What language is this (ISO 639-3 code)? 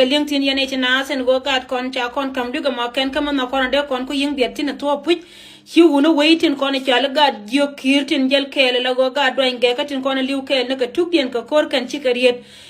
nus